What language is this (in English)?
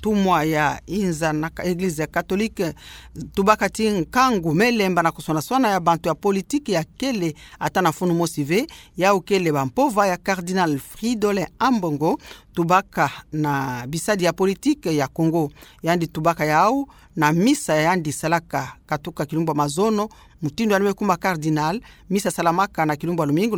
Kituba (Democratic Republic of Congo)